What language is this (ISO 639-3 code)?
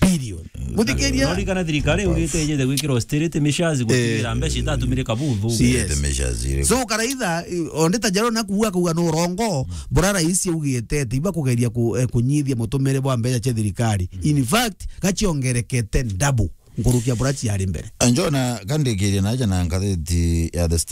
mer